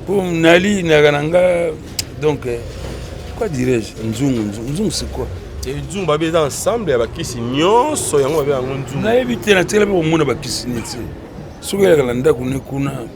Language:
Lingala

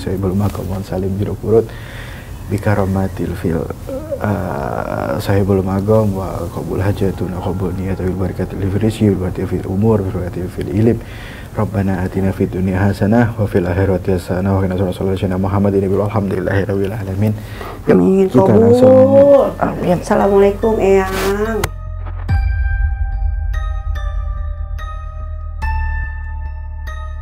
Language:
Indonesian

